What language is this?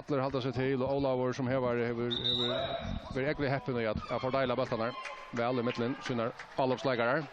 Faroese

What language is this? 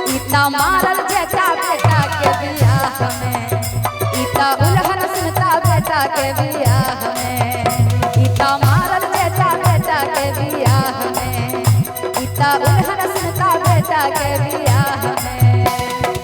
Maithili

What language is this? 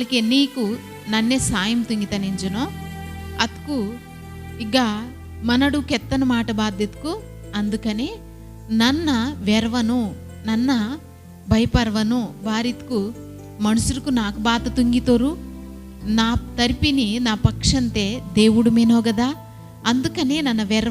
Koya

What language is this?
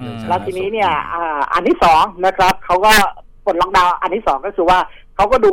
Thai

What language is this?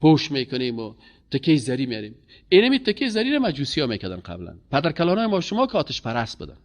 Persian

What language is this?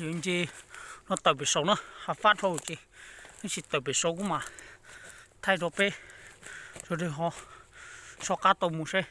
Hmong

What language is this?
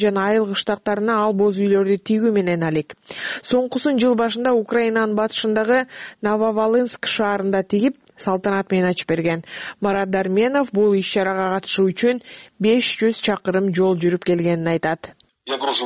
Kyrgyz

